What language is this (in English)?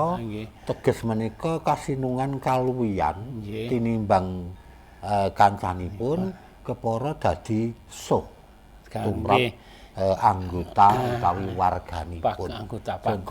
Javanese